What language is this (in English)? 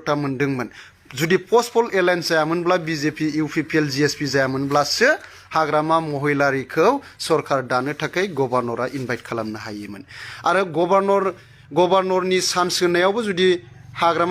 Bodo